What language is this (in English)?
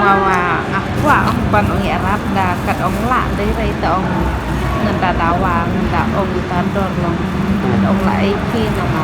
Khasi